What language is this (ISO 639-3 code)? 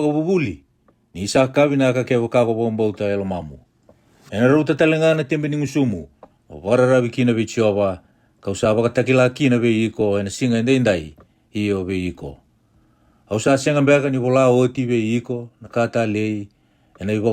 fij